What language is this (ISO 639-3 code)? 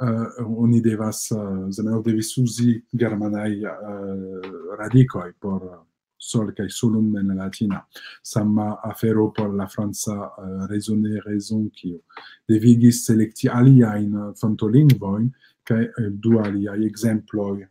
epo